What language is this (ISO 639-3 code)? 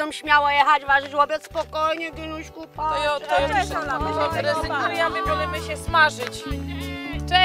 szl